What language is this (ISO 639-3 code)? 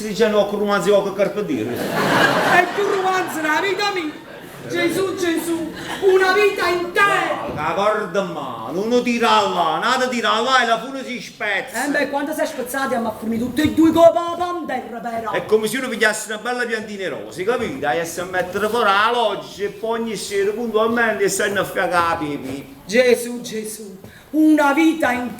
nap